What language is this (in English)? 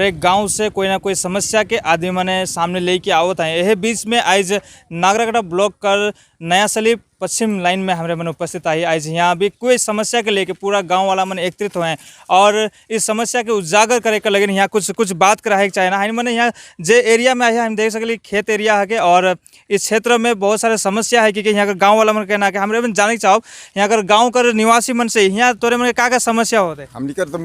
Sadri